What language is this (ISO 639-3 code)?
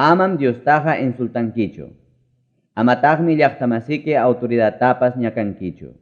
quy